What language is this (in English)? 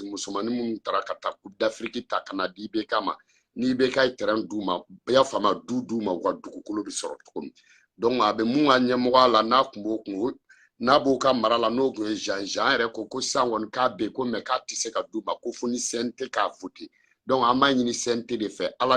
Bambara